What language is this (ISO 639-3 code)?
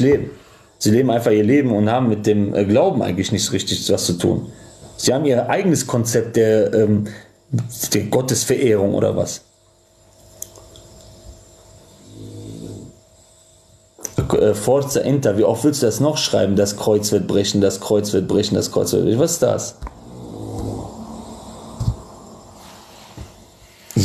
deu